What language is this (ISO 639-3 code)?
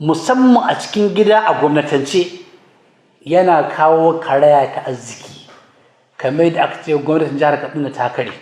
hau